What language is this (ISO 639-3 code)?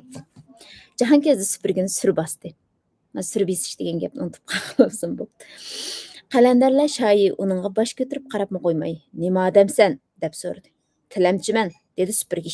uig